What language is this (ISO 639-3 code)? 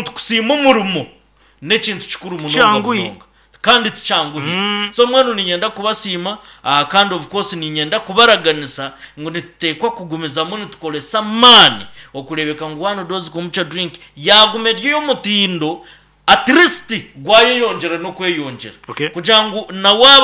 nyn